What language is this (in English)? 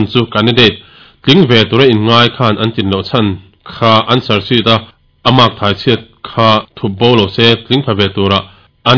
Mizo